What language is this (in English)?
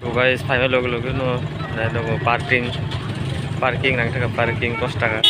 Kok Borok